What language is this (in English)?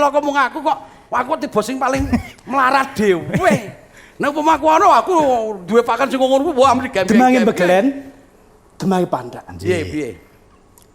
Javanese